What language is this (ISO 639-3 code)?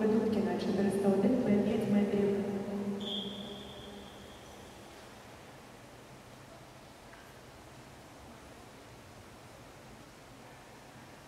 ukr